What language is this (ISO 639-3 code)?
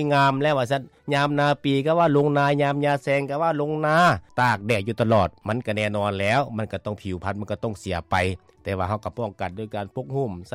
lao